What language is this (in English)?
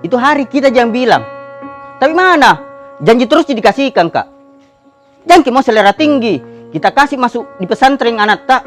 Makassar Malay